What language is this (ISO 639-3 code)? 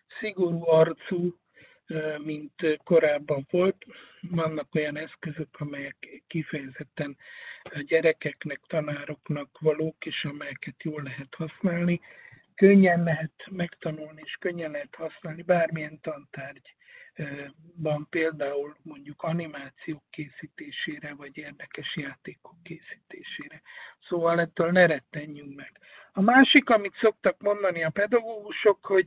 hun